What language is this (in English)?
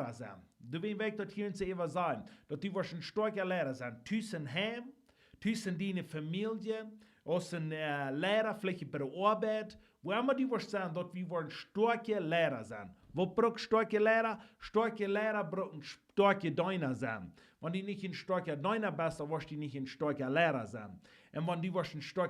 Plautdietsch